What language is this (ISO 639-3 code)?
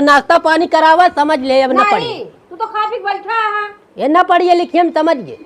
awa